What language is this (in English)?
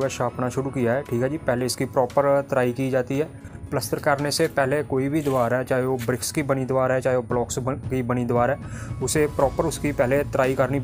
Hindi